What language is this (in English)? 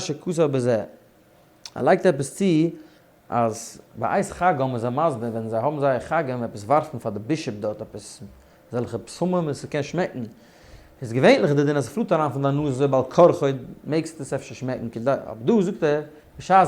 Yiddish